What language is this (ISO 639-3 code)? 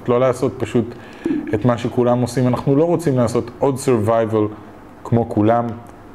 heb